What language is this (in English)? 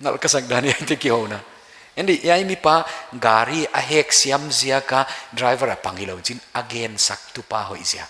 Paite Chin